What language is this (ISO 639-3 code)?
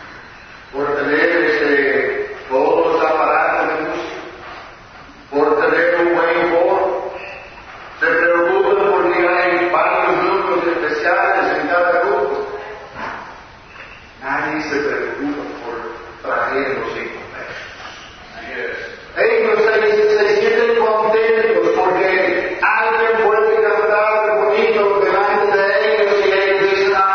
spa